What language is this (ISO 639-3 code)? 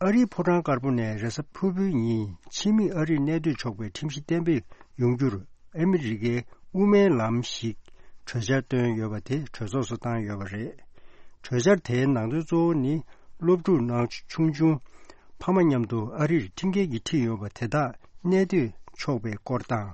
bod